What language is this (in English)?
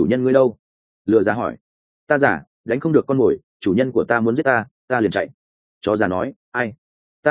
Vietnamese